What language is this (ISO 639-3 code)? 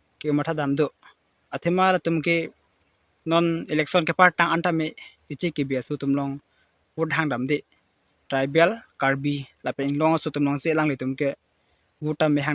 mjw